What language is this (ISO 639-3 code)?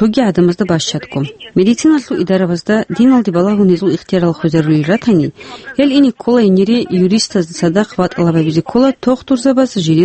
ava